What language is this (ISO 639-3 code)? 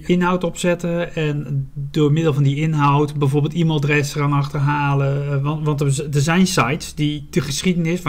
nld